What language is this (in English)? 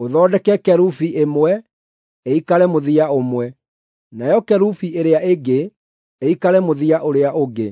Kikuyu